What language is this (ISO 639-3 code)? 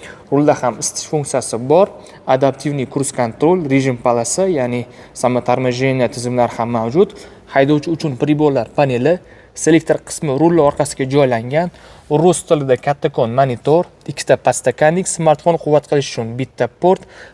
uzb